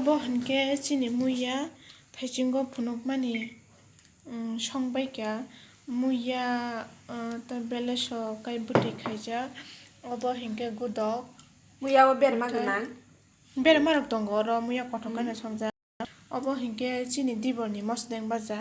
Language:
Kok Borok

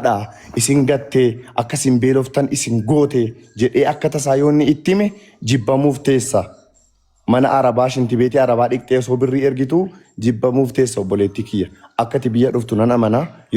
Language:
Oromo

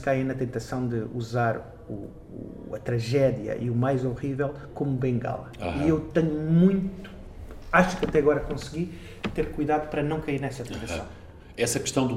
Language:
Portuguese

